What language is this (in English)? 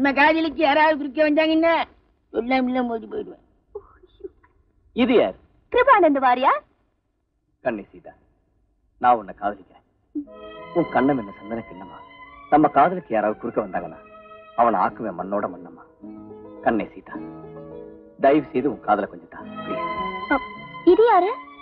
Tamil